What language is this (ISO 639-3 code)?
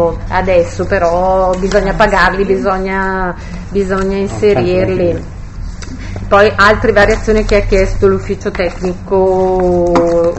ita